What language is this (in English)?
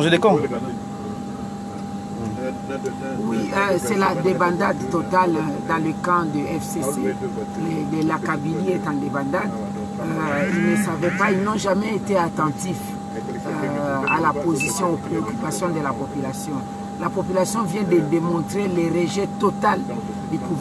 French